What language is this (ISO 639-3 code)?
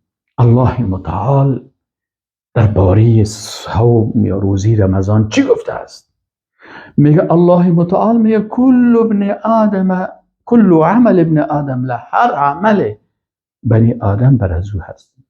fas